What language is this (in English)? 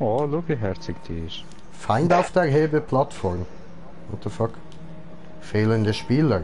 Swiss German